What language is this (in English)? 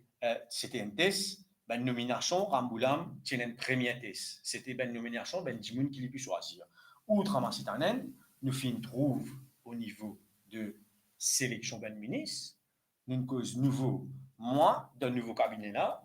Morisyen